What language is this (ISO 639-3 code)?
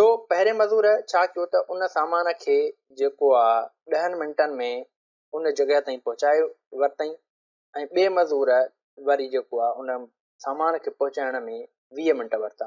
snd